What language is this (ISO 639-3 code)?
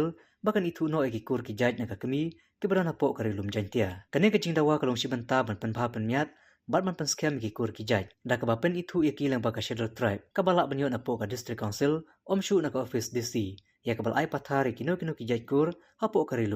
kha